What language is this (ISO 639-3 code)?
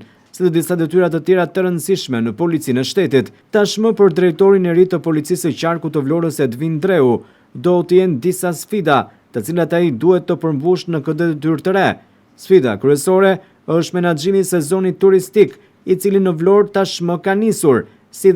sqi